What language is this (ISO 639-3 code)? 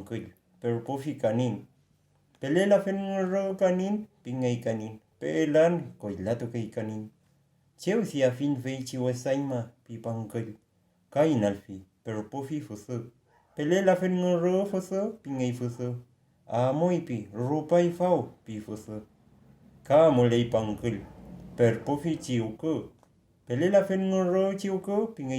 arn